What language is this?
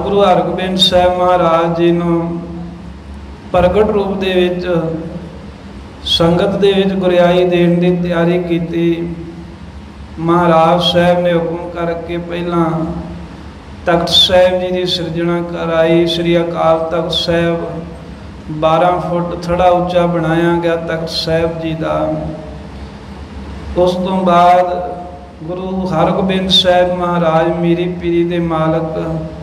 Punjabi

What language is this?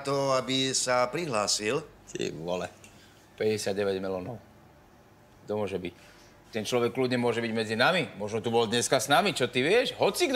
Slovak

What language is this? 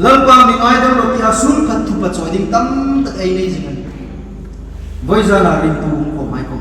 Hmar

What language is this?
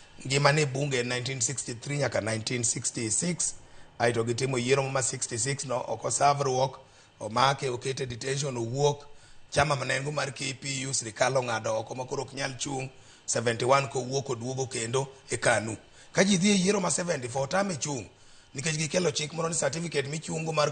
Luo (Kenya and Tanzania)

